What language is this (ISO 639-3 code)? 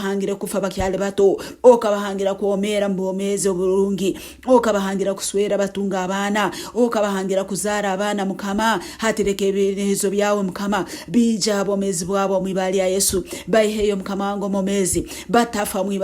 nyn